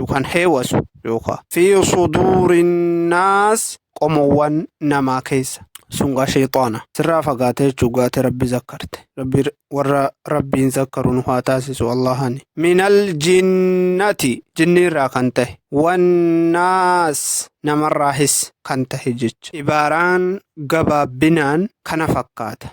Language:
Oromo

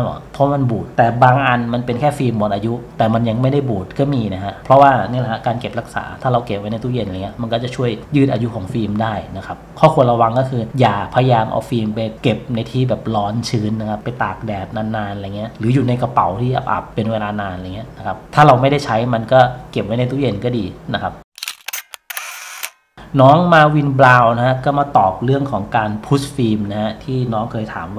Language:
Thai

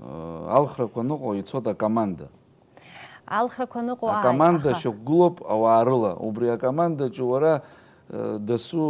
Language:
Abkhazian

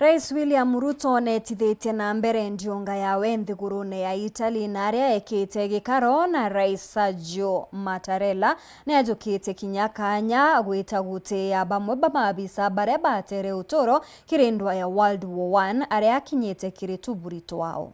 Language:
Meru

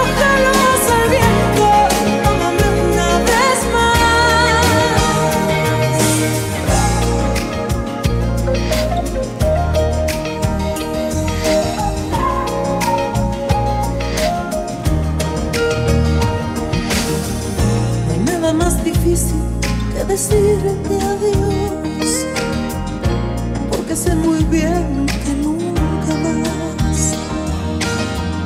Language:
Spanish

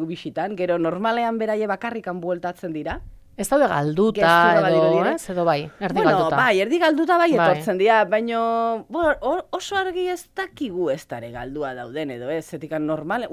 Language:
Basque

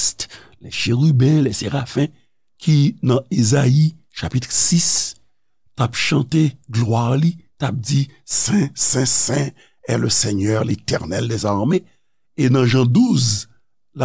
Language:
Haitian Creole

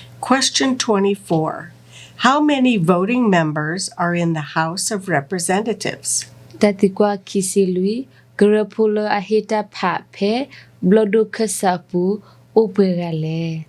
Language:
S'gaw Karen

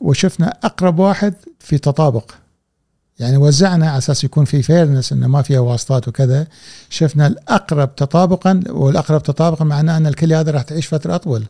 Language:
Gulf Arabic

